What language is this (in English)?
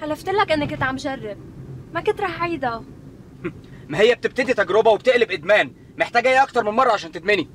North Levantine Arabic